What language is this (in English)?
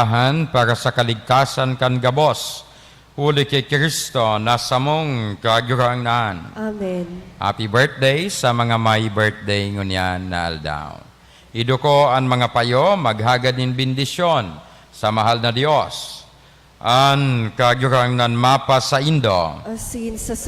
Bikol